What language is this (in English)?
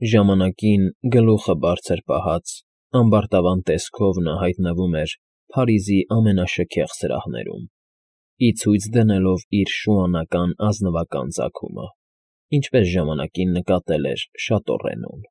Armenian